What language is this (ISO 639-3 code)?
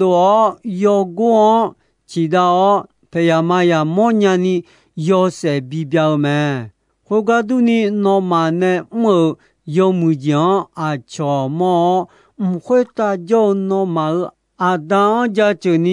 ahk